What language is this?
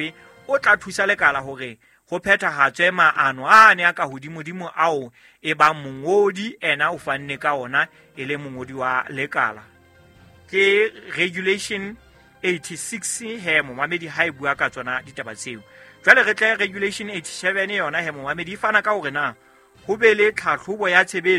Southern Sotho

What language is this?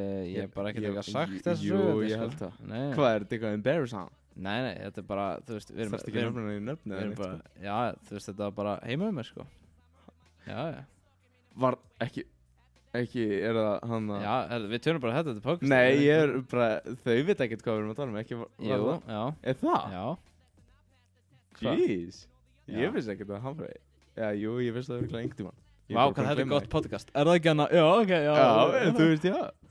Icelandic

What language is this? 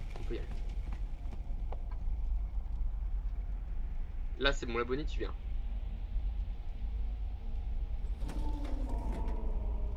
French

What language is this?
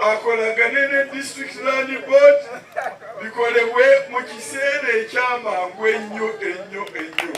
Ganda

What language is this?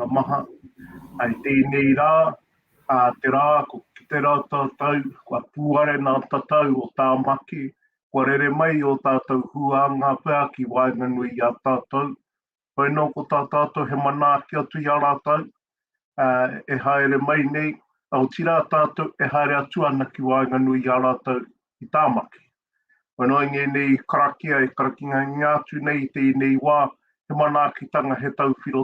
Māori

